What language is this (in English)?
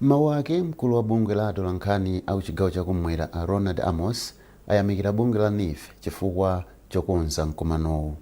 Nyanja